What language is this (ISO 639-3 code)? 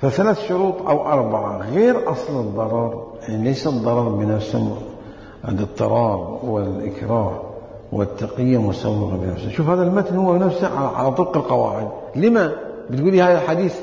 acm